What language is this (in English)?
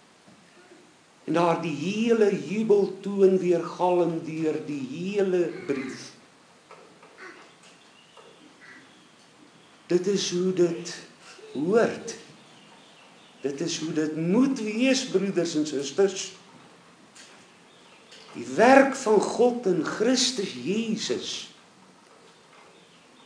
Afrikaans